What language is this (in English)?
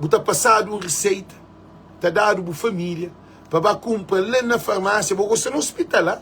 Kabuverdianu